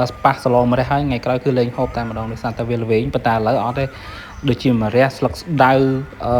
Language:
Khmer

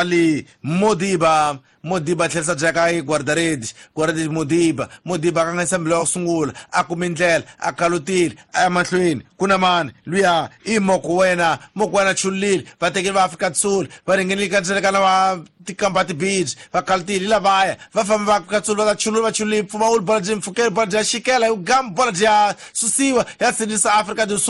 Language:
Tsonga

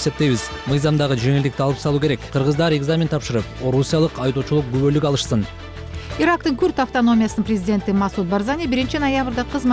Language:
Kyrgyz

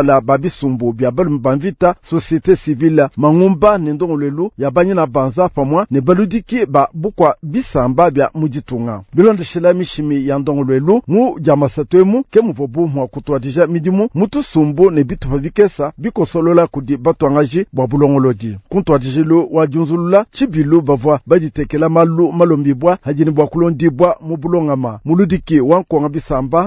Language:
Luba-Lulua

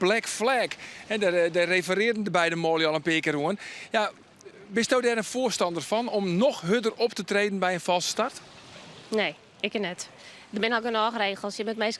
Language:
Western Frisian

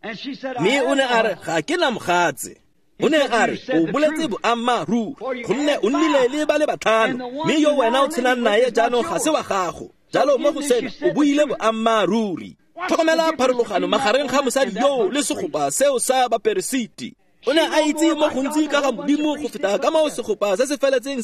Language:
Tswana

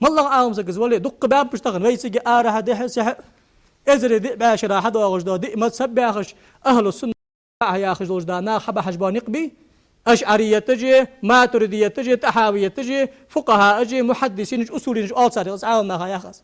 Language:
Ingush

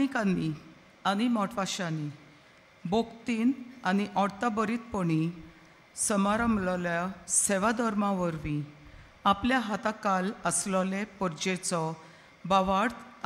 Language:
Konkani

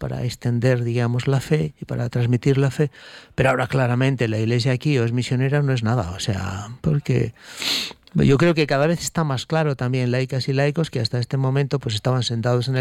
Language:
Spanish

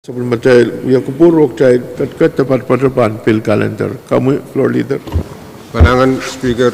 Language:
Pohnpeian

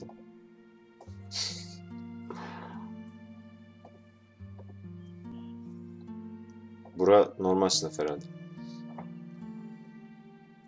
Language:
Turkish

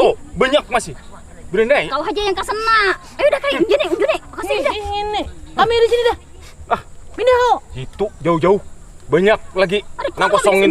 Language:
Banjar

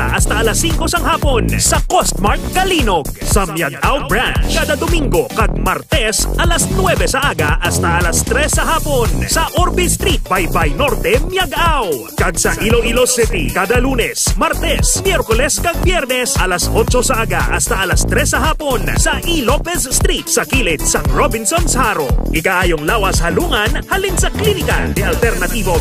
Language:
Hiligaynon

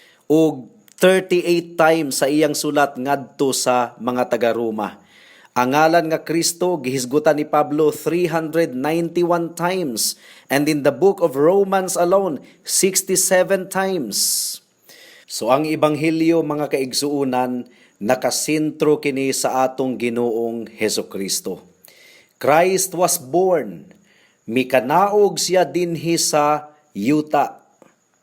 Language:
Cebuano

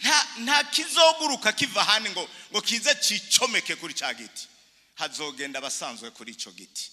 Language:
Rundi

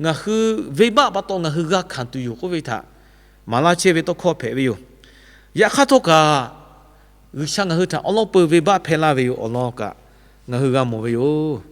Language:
Lahu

